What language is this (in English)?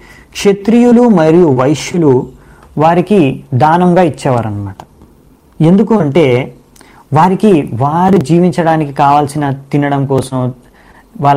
Telugu